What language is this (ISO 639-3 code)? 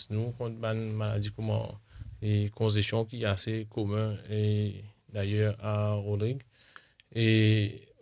mfe